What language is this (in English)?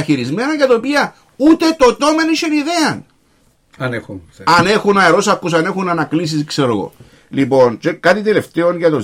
Greek